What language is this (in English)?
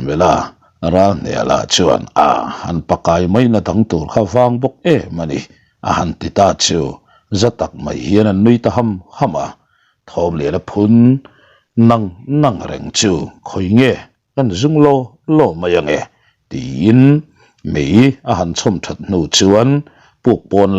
Mizo